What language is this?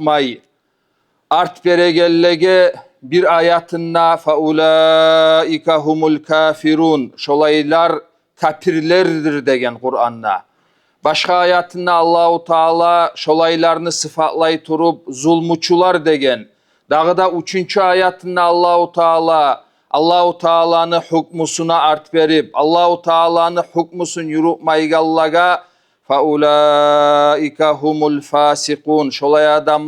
Kumyk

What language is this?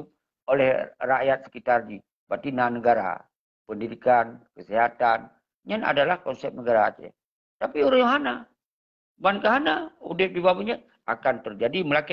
Achinese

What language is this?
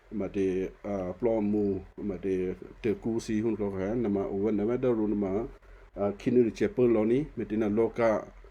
Western Kayah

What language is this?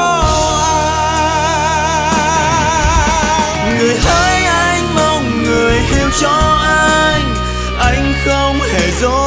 Vietnamese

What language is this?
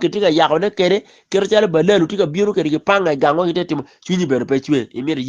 Acoli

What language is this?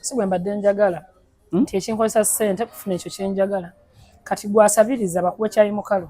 Ganda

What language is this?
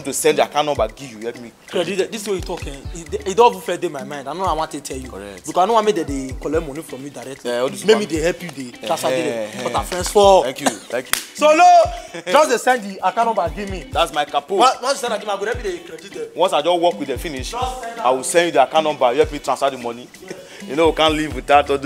Nigerian Pidgin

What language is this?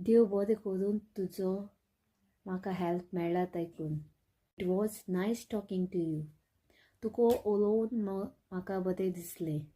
Konkani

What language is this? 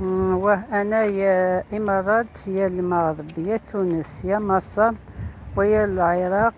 Algerian Arabic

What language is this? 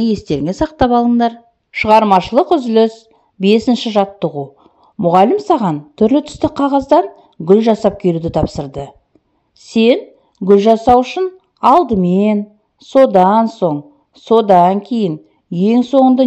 Kazakh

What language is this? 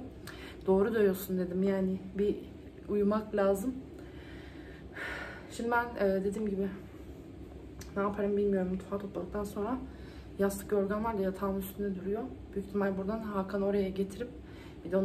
Turkish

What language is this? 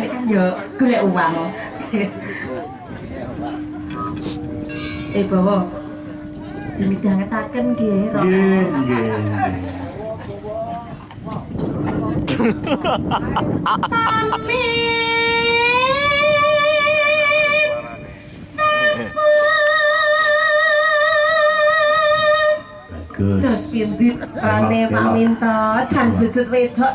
Javanese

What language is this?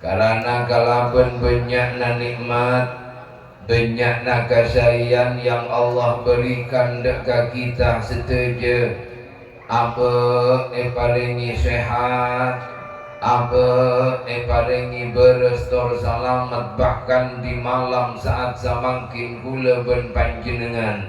Madurese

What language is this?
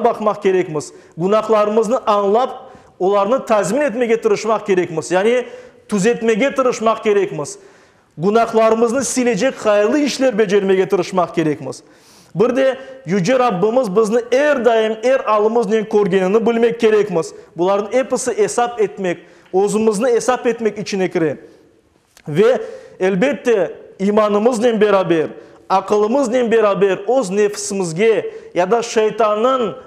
Crimean Tatar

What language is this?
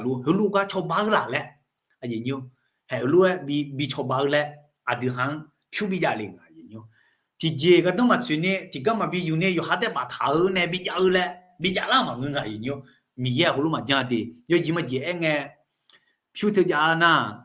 Akha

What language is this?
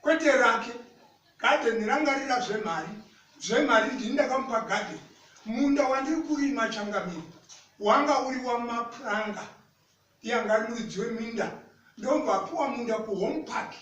Shona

